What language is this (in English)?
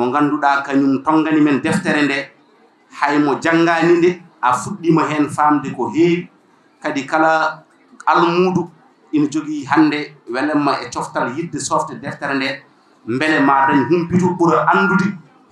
Fula